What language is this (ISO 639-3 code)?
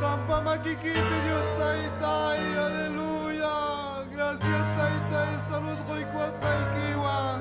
quy